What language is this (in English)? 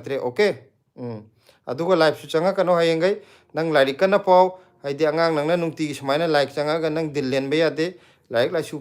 Manipuri